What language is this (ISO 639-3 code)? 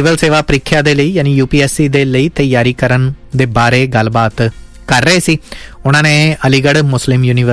pan